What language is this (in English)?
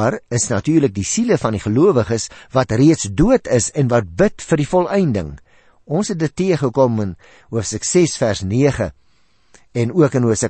Afrikaans